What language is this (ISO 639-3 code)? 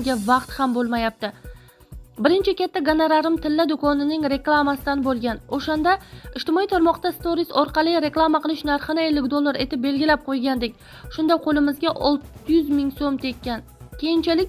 uzb